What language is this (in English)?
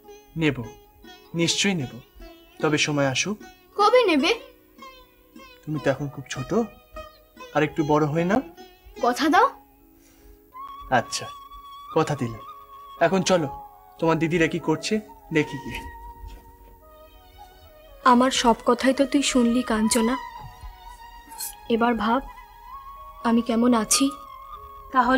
Bangla